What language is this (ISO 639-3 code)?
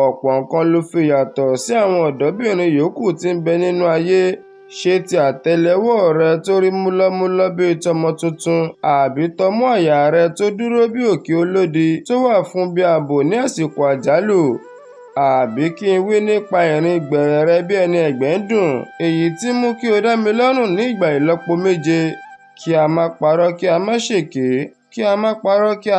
yor